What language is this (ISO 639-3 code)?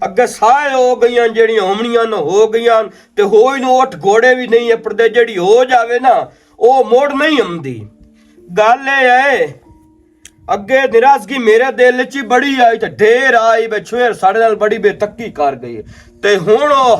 lah